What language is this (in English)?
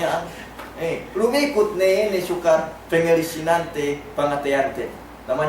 Yakan